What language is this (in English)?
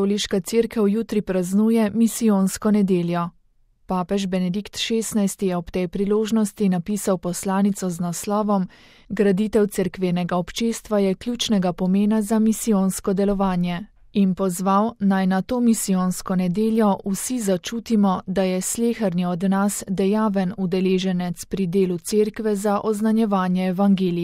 Slovenian